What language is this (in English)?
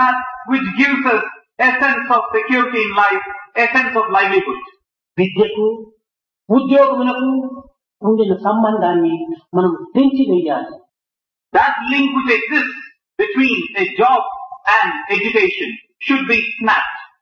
Telugu